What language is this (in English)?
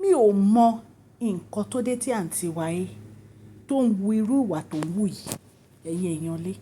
Yoruba